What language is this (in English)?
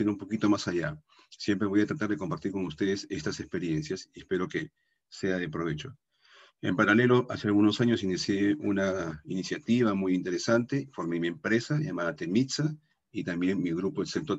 Spanish